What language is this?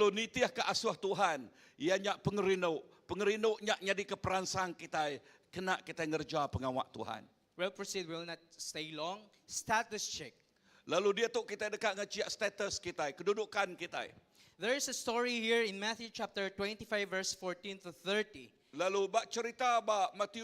Iban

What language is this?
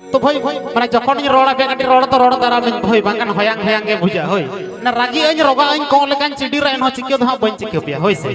Santali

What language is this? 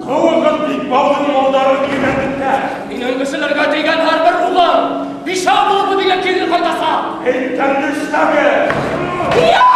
Bashkir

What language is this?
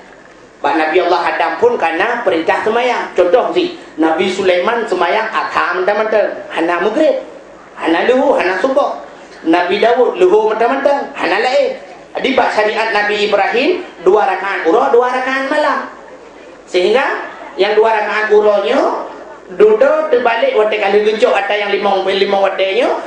Achinese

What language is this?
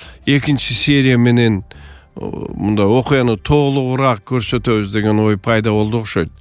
Kyrgyz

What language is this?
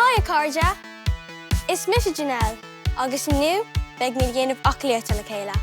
Irish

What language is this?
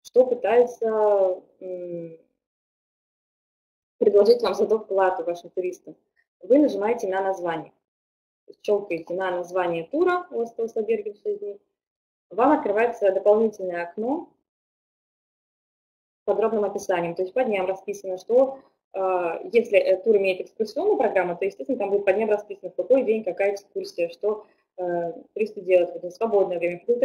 Russian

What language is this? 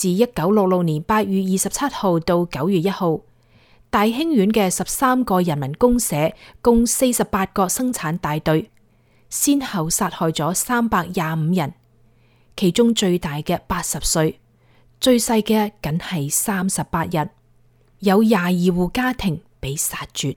Cantonese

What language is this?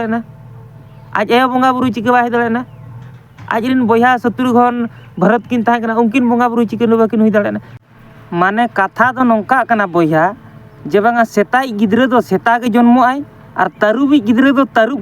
Santali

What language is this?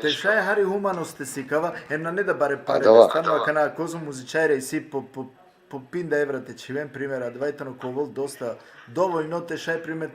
Balkan Romani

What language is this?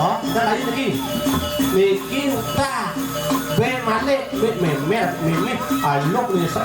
Balinese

